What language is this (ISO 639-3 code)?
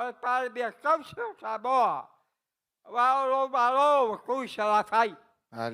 smo